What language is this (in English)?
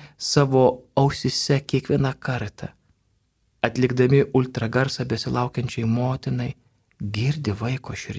Lithuanian